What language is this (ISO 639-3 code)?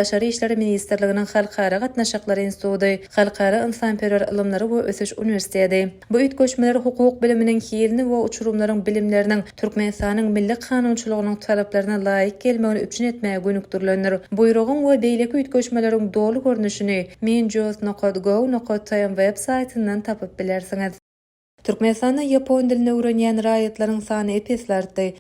tuk